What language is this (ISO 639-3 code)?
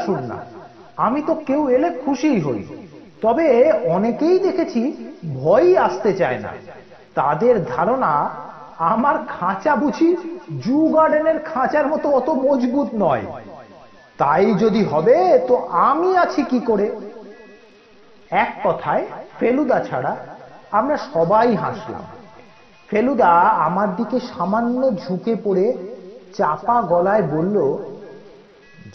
ben